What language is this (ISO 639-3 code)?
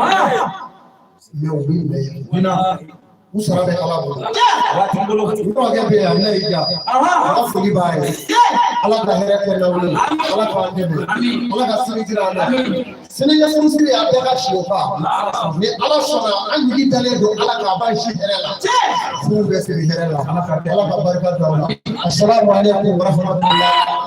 bam